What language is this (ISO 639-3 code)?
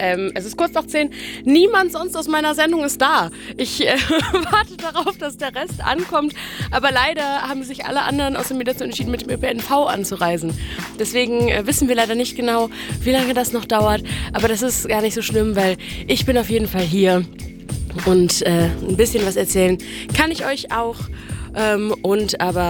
deu